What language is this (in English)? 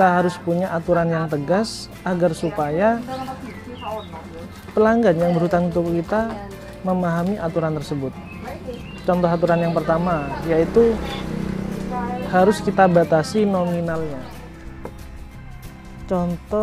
Indonesian